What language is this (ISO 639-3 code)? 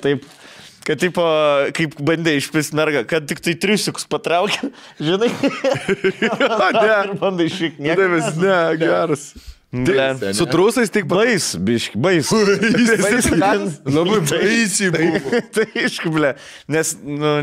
lit